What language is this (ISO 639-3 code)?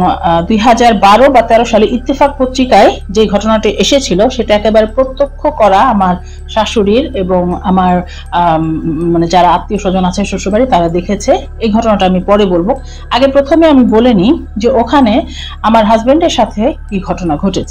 ben